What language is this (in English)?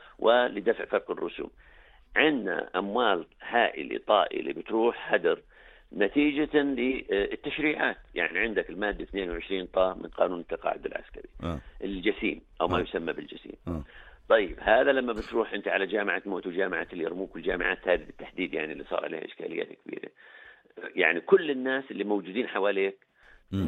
North Levantine Arabic